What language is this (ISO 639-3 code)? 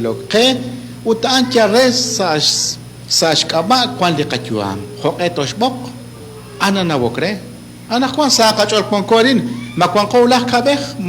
kek